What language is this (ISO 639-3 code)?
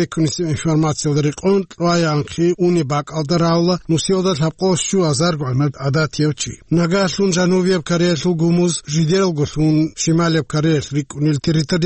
ava